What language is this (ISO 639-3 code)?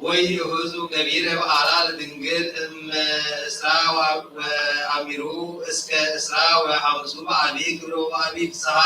gez